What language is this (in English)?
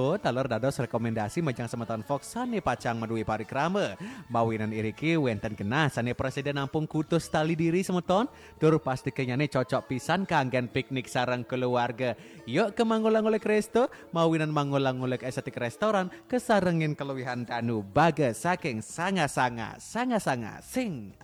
Balinese